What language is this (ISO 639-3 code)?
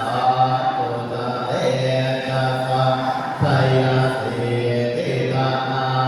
pli